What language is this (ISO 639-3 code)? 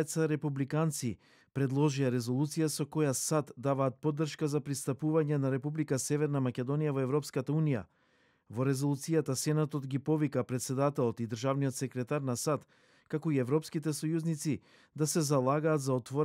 mkd